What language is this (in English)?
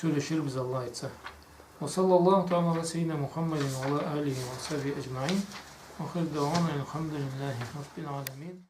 Karachay-Balkar